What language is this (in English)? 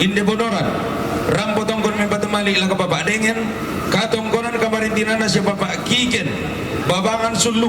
Toraja-Sa'dan